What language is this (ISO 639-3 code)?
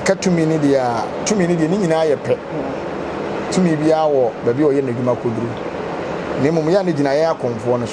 aka